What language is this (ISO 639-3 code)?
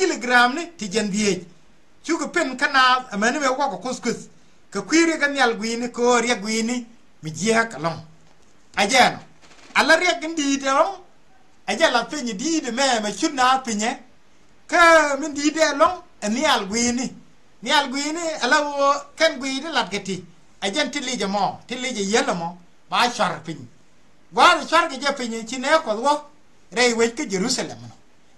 nus